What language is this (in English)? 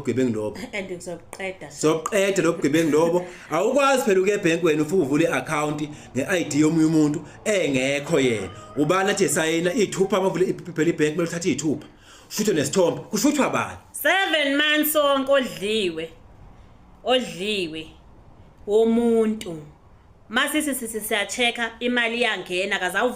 Zulu